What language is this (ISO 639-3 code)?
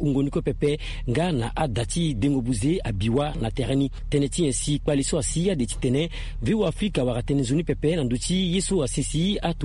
sag